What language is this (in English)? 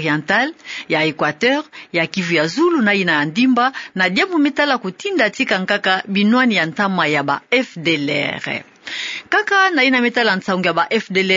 Kituba (Democratic Republic of Congo)